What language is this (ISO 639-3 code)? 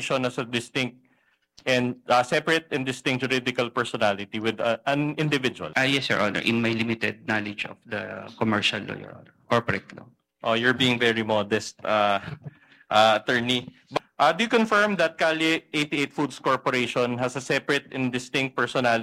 fil